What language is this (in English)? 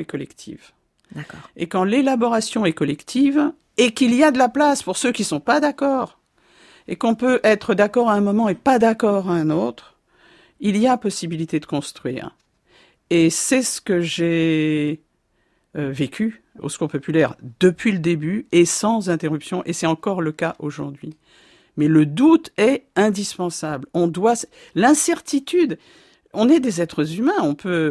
French